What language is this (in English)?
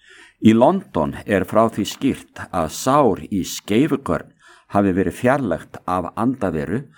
Icelandic